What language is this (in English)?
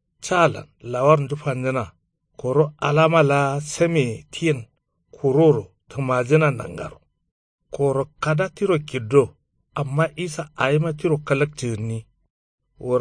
Kanuri